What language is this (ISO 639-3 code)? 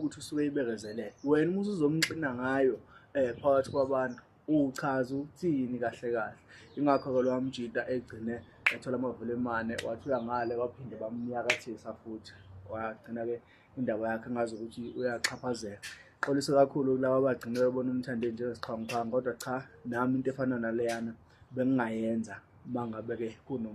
zul